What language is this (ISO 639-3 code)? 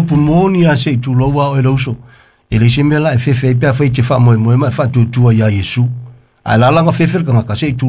smo